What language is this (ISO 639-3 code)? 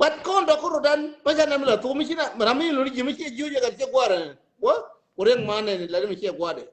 nus